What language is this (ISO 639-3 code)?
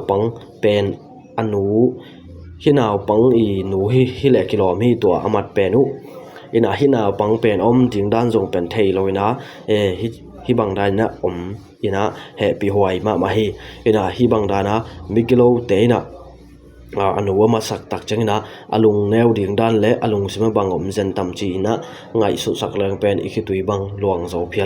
ctd